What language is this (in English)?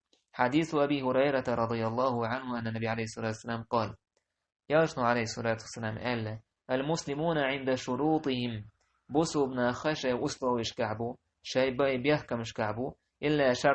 Chechen